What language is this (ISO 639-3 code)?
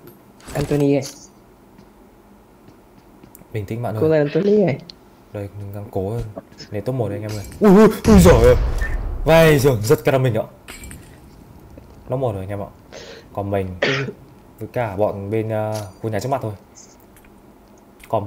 vie